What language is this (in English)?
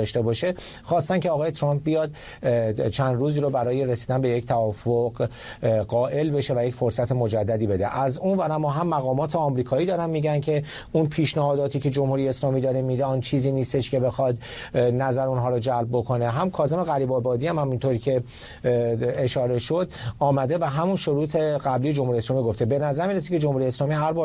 Persian